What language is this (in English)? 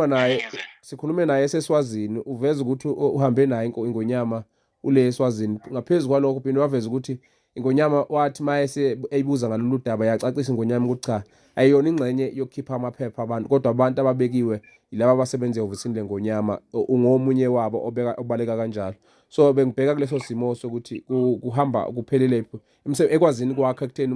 Zulu